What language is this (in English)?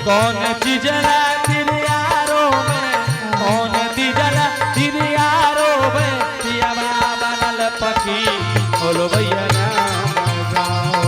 Angika